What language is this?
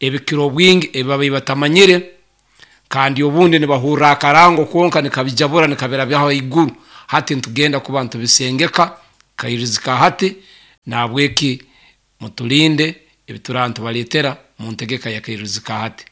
Nyoro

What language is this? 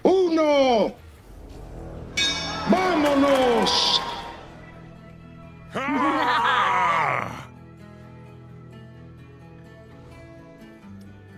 German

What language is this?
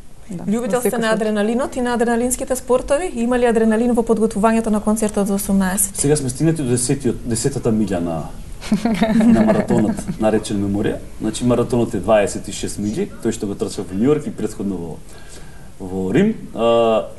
Macedonian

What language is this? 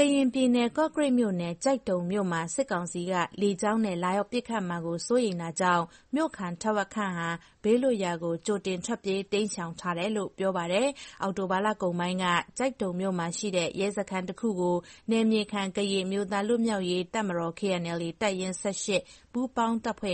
Burmese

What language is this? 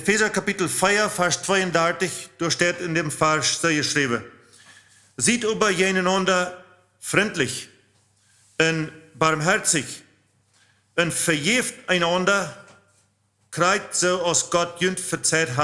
Plautdietsch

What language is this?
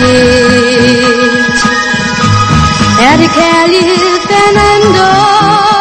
Danish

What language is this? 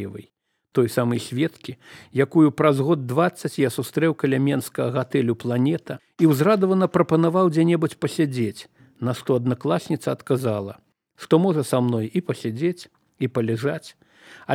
Belarusian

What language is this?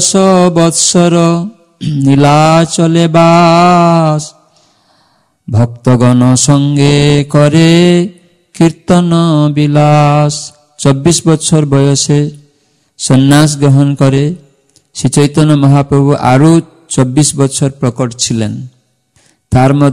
Bangla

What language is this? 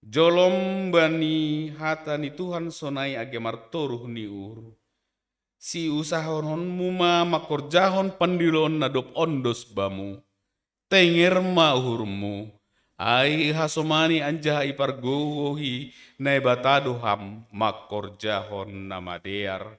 Batak Simalungun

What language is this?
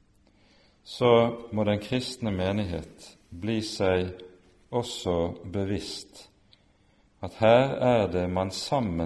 Norwegian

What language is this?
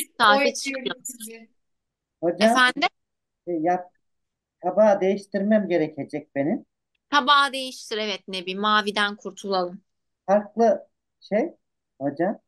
Turkish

